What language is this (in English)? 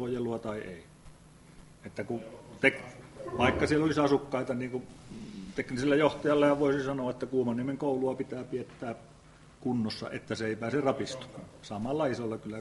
Finnish